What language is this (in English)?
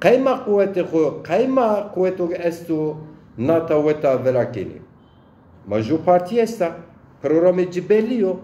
Zaza